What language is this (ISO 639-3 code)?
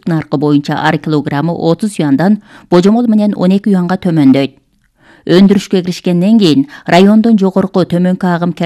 kir